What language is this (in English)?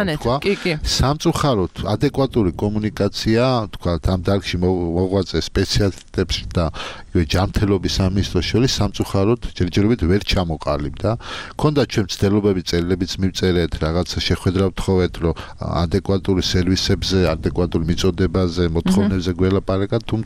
Georgian